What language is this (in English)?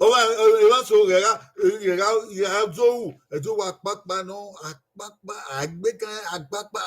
Bini